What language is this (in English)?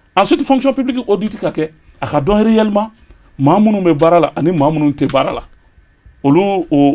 Bambara